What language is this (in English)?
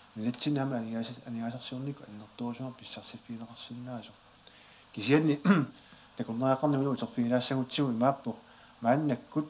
Kalaallisut